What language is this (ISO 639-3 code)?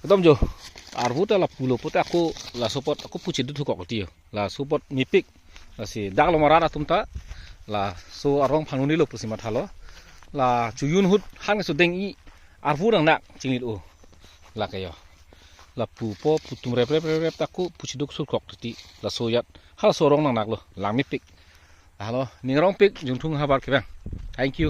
mjw